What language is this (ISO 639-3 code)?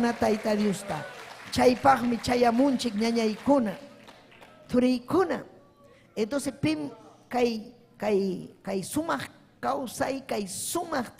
quy